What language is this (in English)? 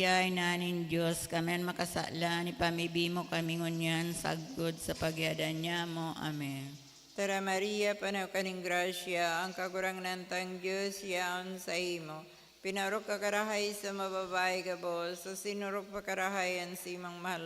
Bikol